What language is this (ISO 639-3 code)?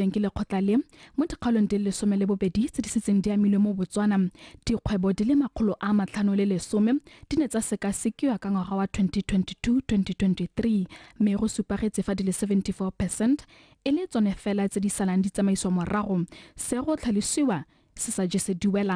tsn